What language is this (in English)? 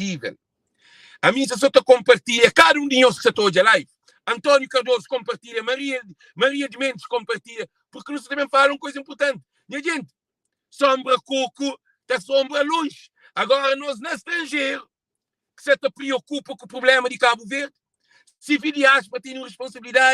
Kabuverdianu